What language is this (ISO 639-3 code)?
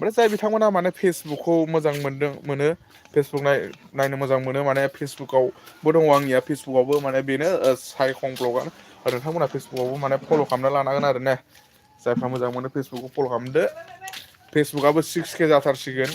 brx